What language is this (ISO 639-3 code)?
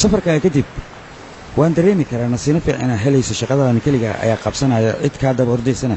som